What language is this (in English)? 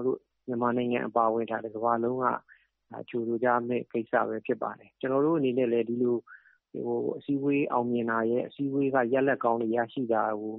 Burmese